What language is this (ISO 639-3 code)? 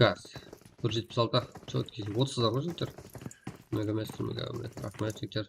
kaa